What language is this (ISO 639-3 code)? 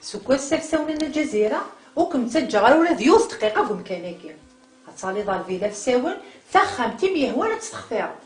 kab